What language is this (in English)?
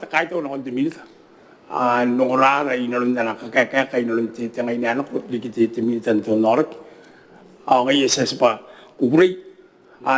Gilbertese